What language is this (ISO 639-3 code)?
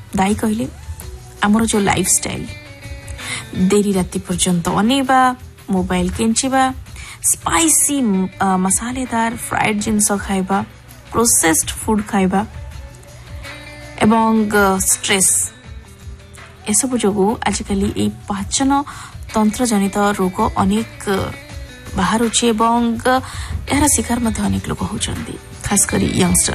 ori